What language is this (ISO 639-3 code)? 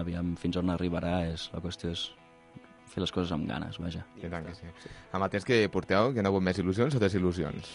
cat